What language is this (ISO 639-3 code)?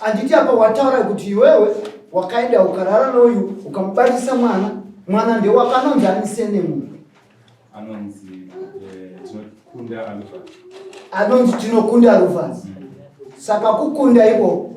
sna